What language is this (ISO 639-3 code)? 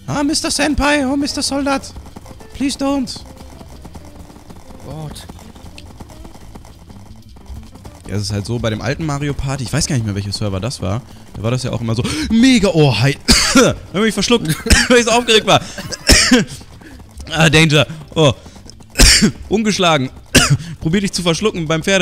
deu